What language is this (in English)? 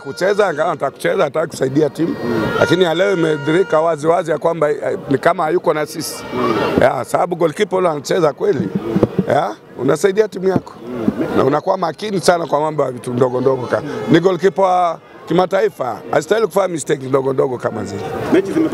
Swahili